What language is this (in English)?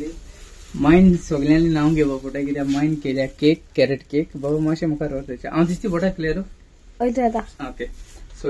Konkani